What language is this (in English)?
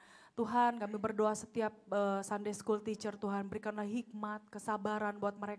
Indonesian